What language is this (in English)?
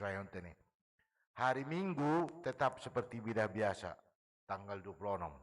Batak Simalungun